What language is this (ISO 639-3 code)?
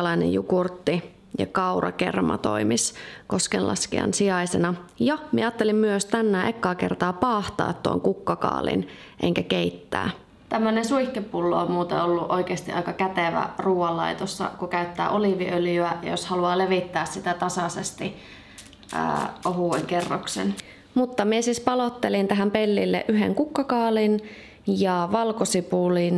fin